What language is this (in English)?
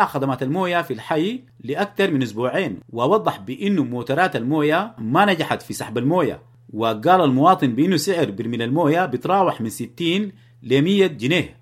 Sudanese Arabic